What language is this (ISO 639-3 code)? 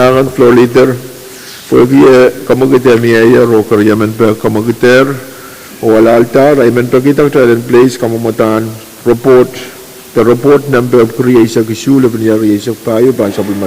pon